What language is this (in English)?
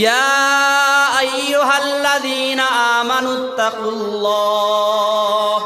Sylheti